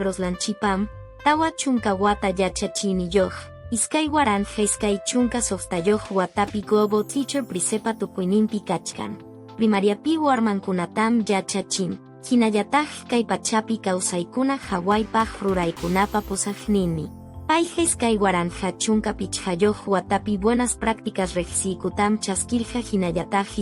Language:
Quechua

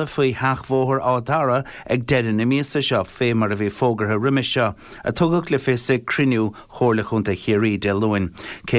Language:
Irish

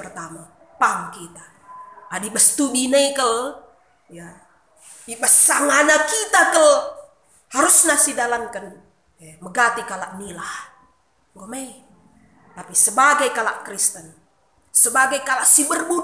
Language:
Batak Karo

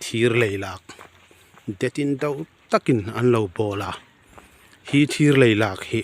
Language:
Hmar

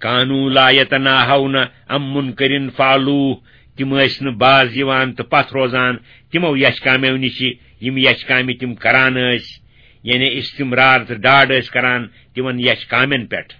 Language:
Kashmiri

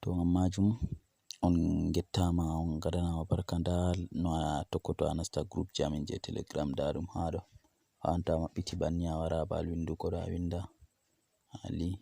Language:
Fula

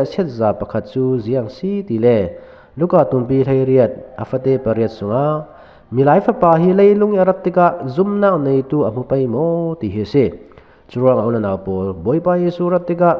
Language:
Falam Chin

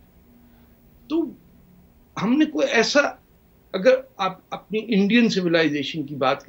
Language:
Urdu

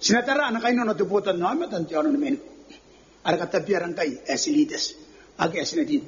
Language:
Gilbertese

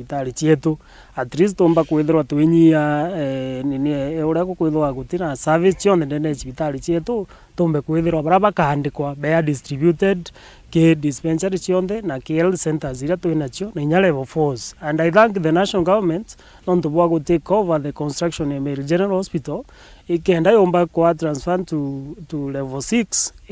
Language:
Meru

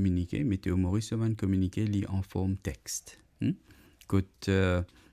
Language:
Morisyen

